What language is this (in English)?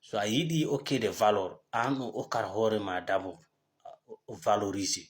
Fula